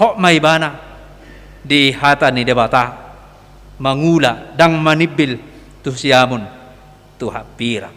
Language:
Batak Toba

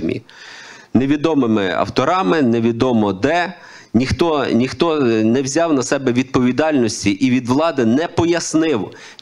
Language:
Ukrainian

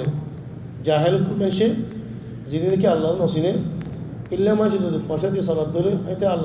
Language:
Rohingya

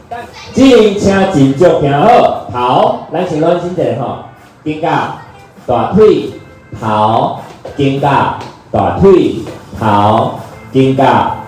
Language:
Min Nan Chinese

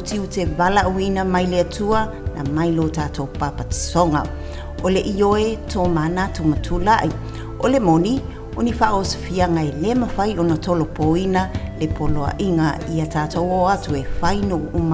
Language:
Samoan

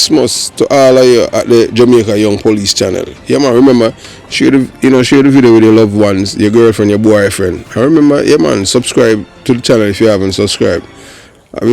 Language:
Jamaican Creole English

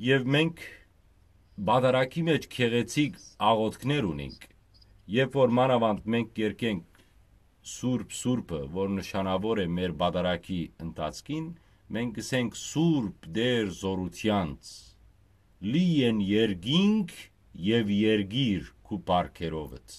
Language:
Western Armenian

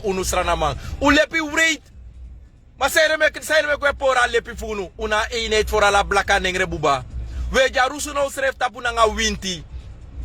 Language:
Sranan Tongo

